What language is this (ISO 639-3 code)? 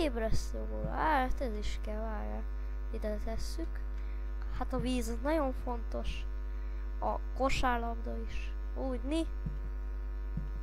hun